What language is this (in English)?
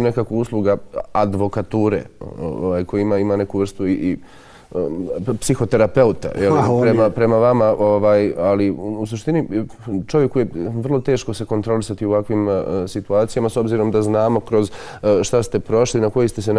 Bosnian